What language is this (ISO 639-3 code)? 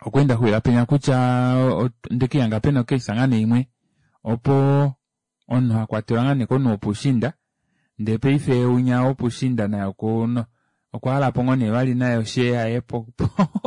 kua